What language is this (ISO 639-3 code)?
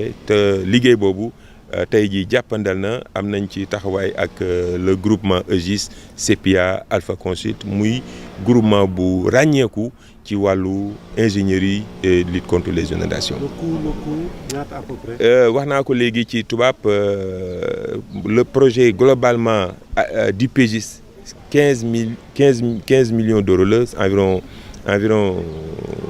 wol